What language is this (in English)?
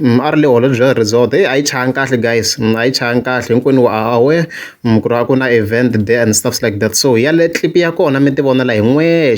Tsonga